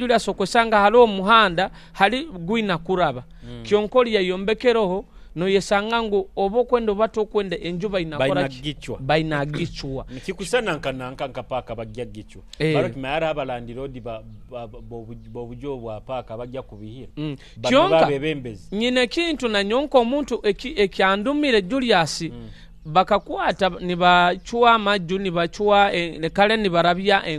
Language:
Nyoro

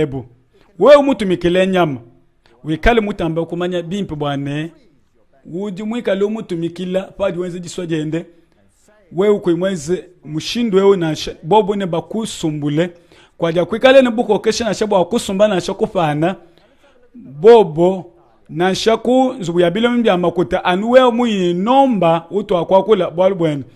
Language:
Luba-Lulua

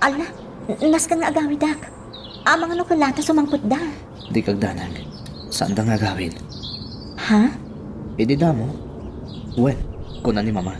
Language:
Iloko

